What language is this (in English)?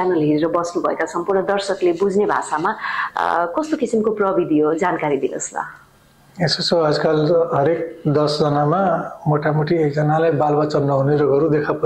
Nepali